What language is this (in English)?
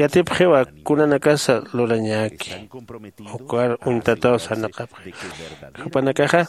Aymara